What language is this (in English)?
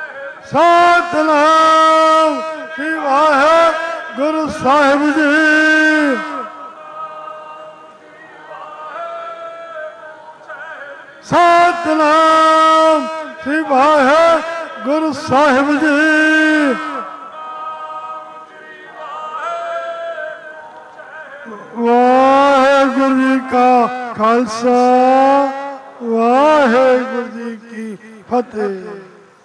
Punjabi